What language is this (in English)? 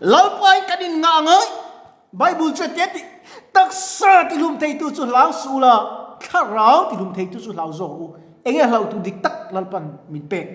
Mizo